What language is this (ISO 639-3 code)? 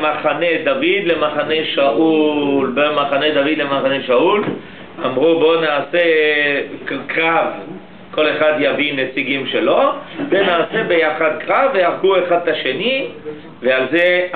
heb